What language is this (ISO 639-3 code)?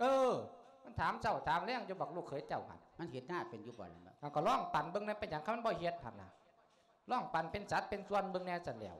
lao